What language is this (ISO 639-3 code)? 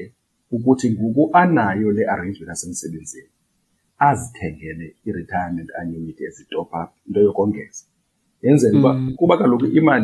xho